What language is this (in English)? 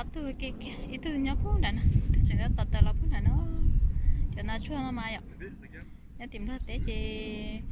Hmong